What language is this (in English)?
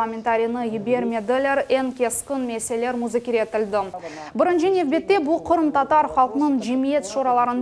Crimean Tatar